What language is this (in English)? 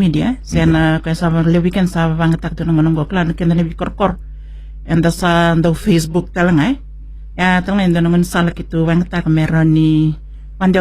Fijian